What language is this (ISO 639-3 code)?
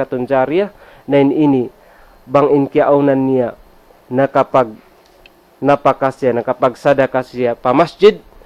tsg